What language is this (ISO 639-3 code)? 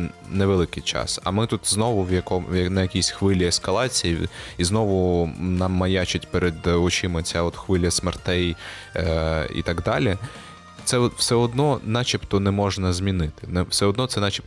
ukr